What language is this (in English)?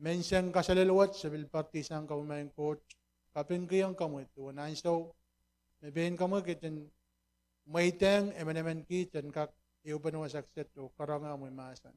Pohnpeian